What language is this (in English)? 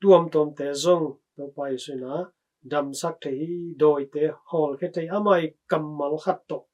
Tedim Chin